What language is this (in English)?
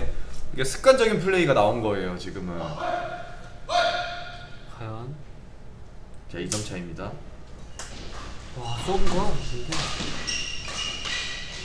Korean